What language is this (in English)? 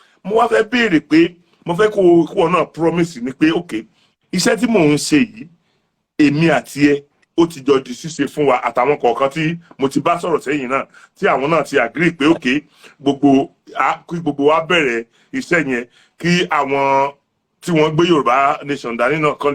Yoruba